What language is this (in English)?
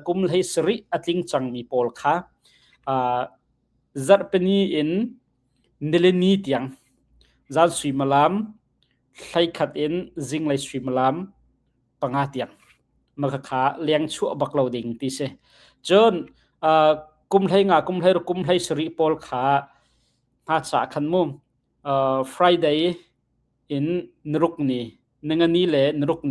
Hakha Chin